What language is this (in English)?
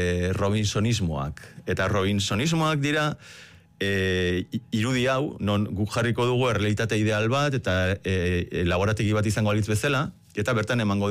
Basque